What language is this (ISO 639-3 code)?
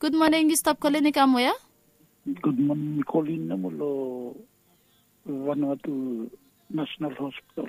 bis